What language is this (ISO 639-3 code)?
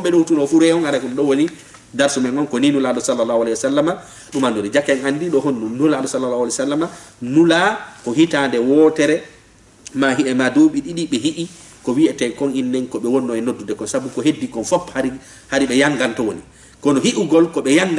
ful